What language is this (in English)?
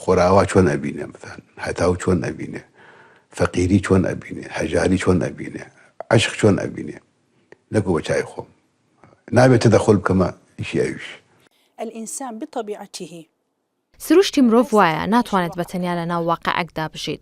Central Kurdish